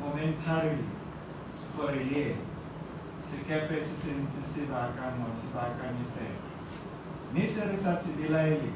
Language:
Tswana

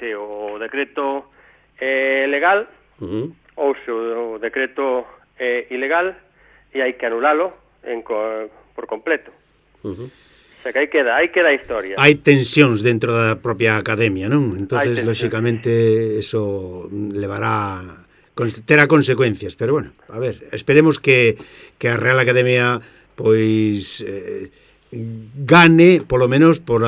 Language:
Galician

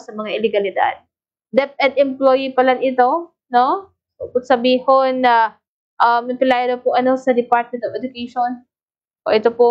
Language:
Bikol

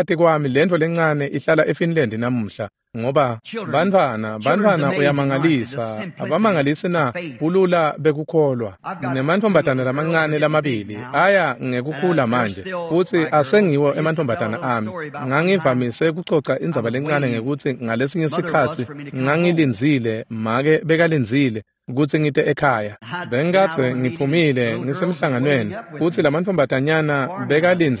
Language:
Swati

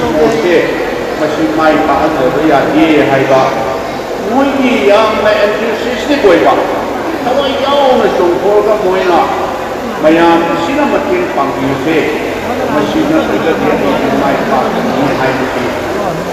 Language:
Manipuri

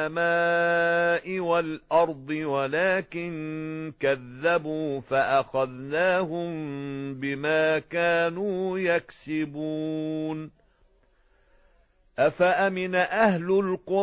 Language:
Arabic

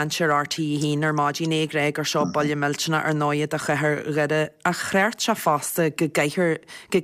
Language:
Irish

